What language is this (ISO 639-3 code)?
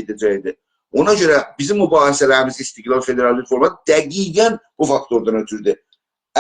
azb